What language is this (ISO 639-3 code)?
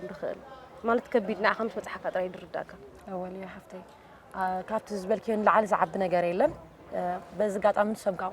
tir